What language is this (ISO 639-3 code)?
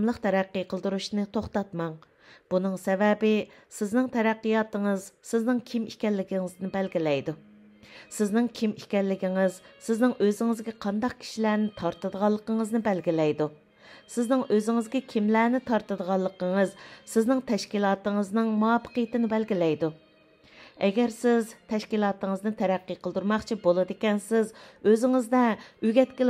uig